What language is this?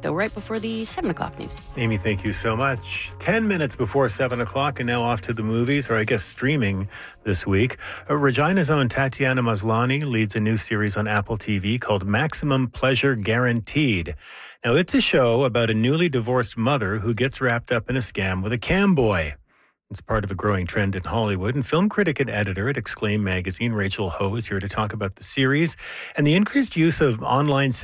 English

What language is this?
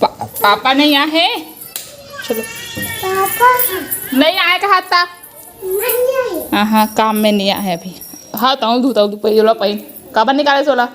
Chhattisgarhi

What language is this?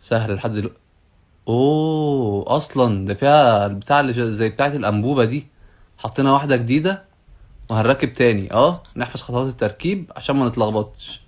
Egyptian Arabic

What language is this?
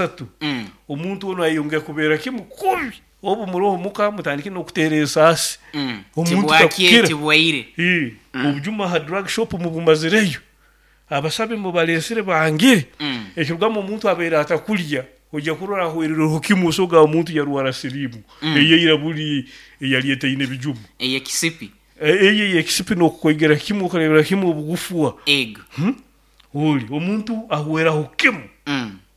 Nyoro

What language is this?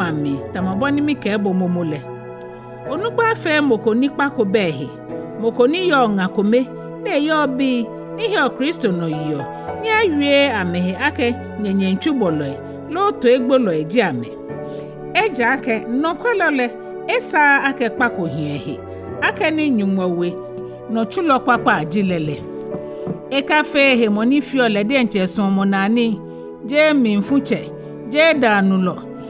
Ga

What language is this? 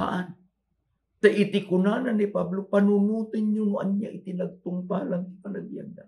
Iloko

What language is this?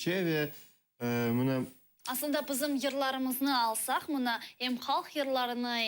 Crimean Tatar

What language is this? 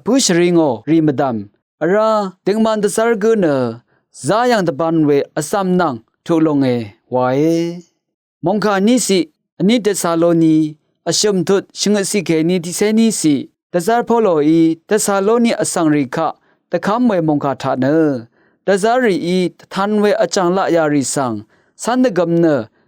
Rawang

